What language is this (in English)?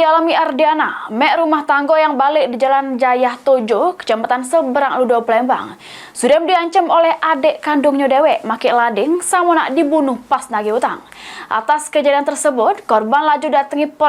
Musi